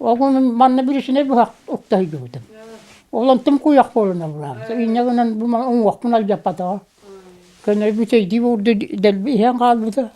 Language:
Yakut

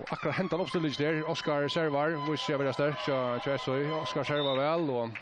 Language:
Faroese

